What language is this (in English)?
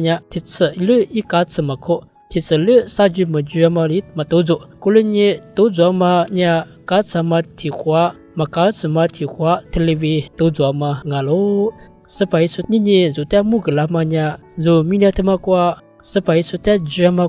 Lisu